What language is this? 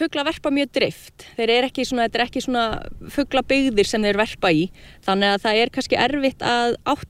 Icelandic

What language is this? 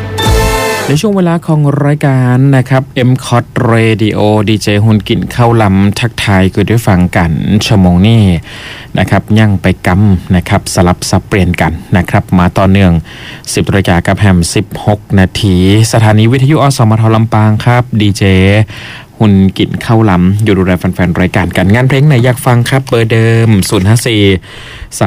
Thai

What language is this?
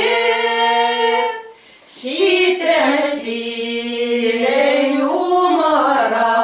Chuvash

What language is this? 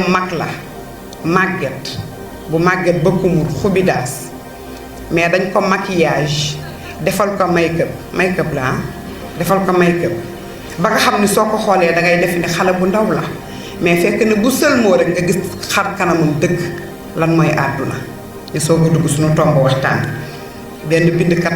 Wolof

